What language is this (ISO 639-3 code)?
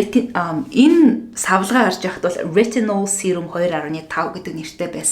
mon